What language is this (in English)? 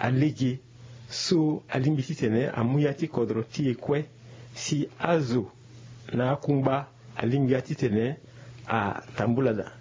Sango